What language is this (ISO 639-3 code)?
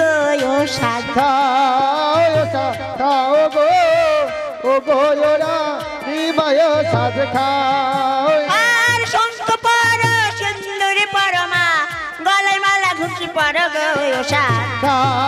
ben